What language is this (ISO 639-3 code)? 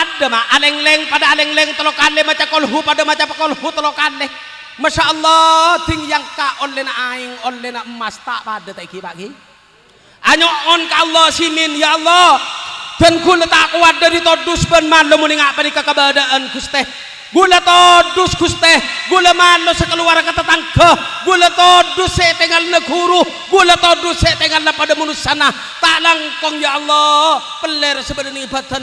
mad